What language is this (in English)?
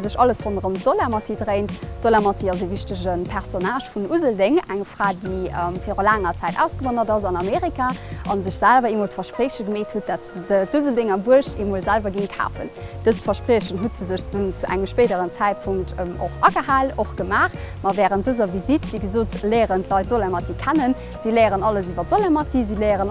Luxembourgish